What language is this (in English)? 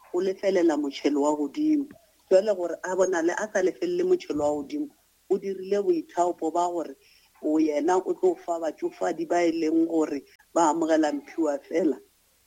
Northern Sotho